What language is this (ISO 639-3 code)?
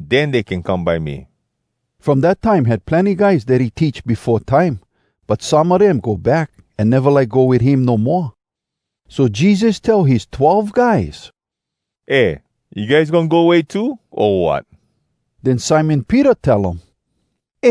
hwc